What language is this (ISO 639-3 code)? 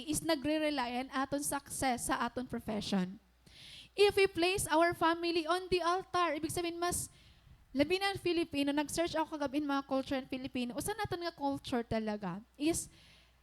war